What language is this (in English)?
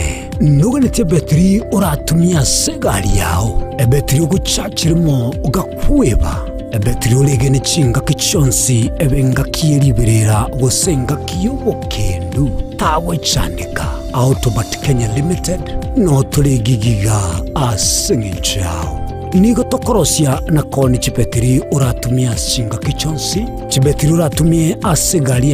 Gusii